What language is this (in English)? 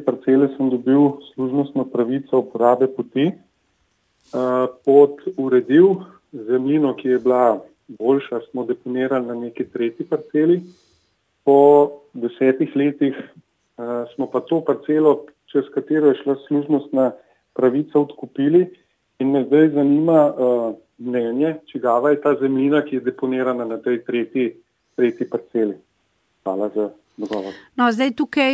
Slovenian